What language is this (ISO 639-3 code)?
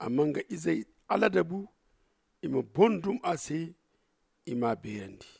dje